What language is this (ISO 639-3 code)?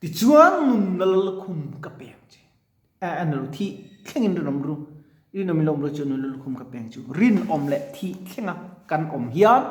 lus